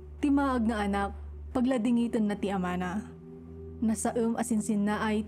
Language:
Iloko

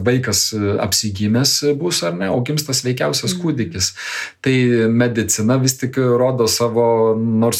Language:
Lithuanian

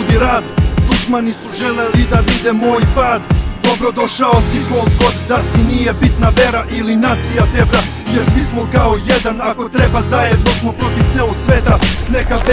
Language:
Bosnian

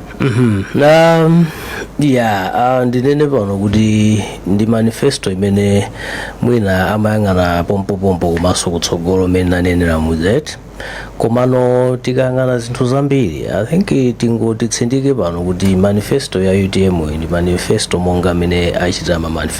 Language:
Nyanja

